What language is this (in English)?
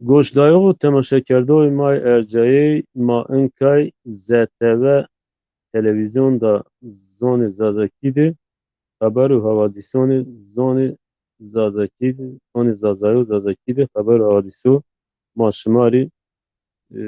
Zaza